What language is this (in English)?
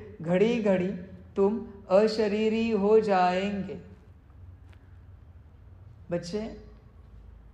Hindi